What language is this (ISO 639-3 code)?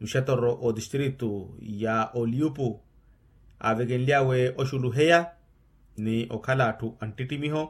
vmw